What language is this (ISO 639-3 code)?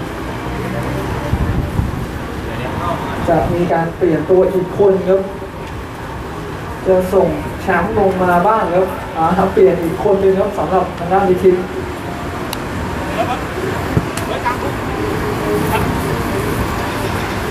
tha